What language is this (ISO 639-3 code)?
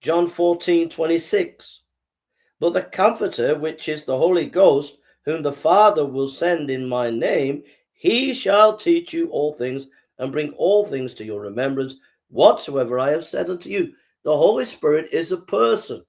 eng